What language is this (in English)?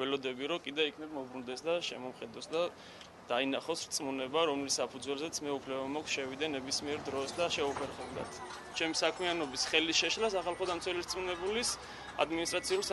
Georgian